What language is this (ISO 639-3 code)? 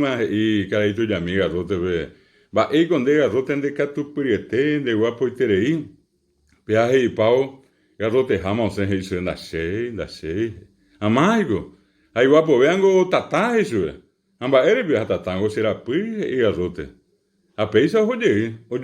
grn